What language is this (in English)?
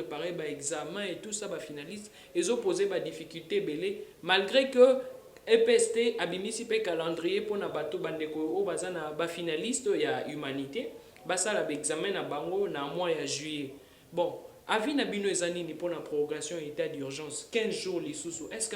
Lingala